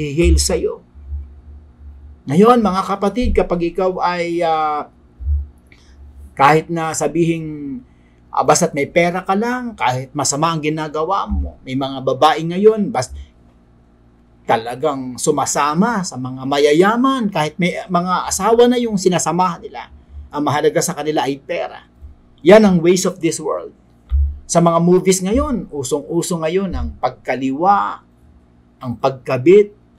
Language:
Filipino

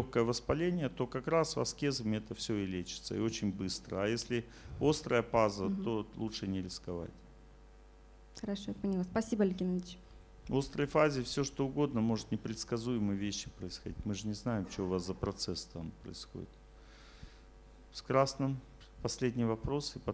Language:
Russian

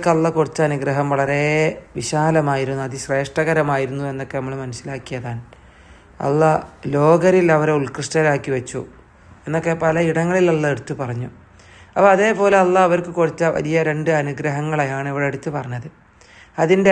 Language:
Malayalam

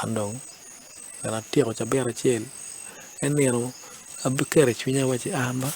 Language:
Acoli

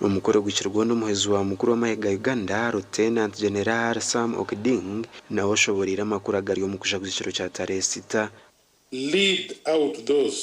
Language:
Nyankole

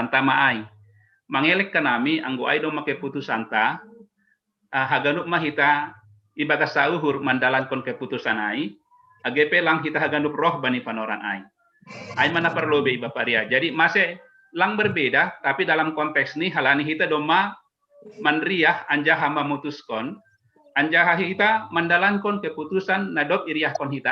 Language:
Batak Simalungun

